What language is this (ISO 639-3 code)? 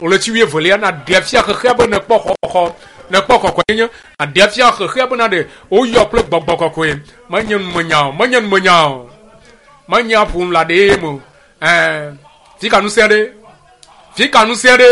ewe